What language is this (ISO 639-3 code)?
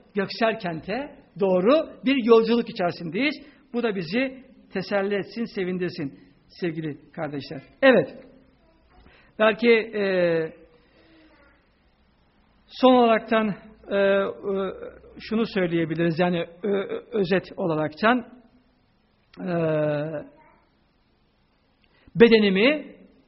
tur